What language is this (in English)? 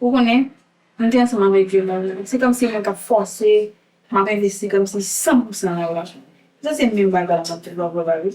Haitian Creole